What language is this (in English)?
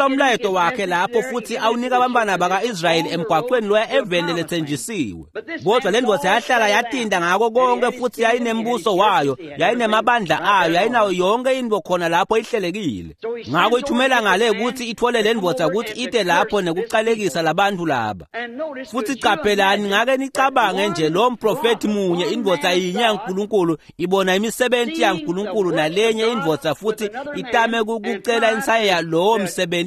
Swati